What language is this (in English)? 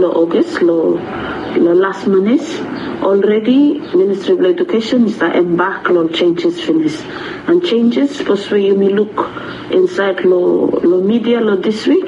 Bislama